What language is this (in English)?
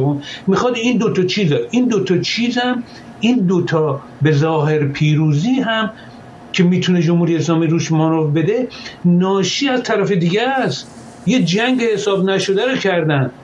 Persian